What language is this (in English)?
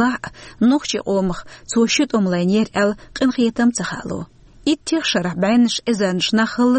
Chechen